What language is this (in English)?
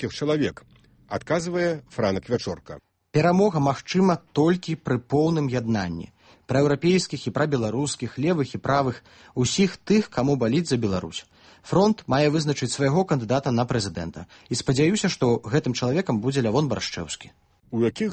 Belarusian